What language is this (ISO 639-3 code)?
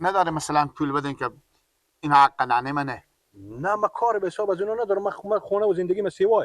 fas